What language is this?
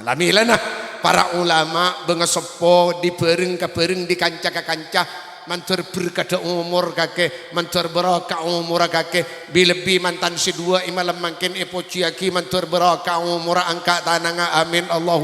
Madurese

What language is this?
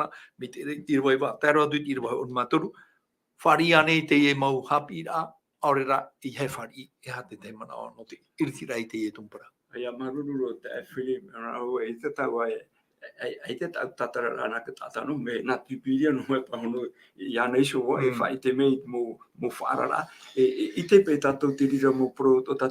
Tahitian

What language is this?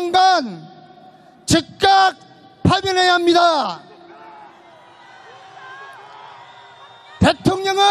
Korean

